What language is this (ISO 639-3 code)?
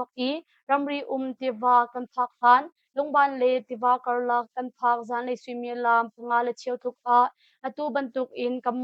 cnh